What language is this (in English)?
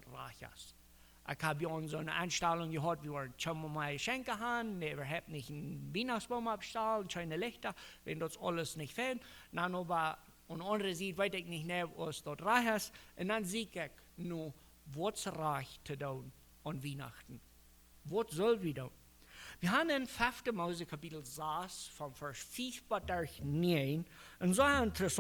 Plautdietsch